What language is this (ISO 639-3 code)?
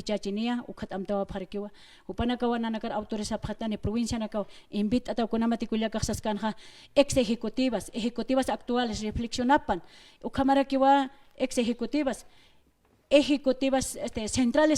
aym